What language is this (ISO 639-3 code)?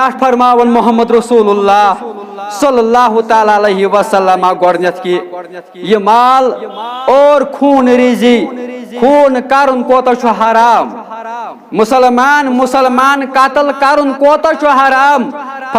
kas